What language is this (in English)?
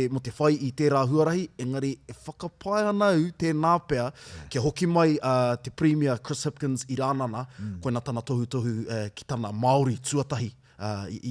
Māori